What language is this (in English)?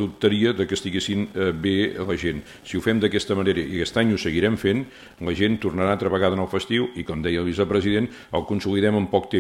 Catalan